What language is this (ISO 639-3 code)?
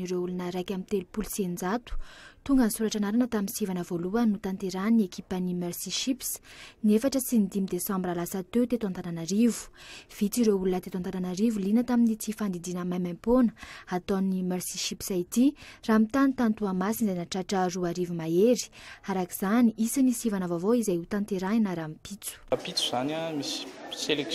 mlg